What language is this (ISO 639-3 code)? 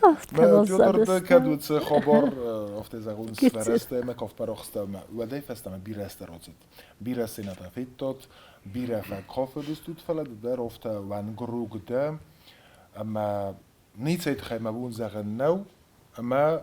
oss